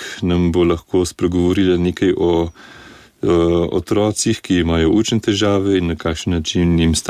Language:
Slovenian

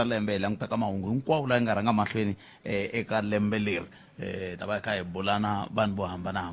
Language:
Tsonga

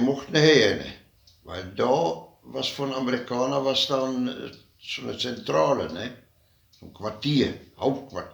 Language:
Westphalien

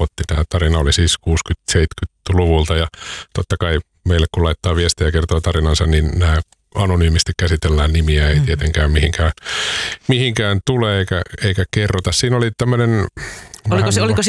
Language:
Finnish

